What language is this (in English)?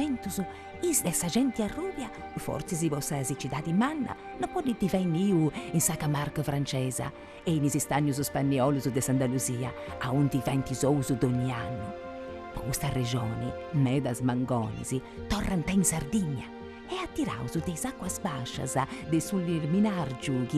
Sardinian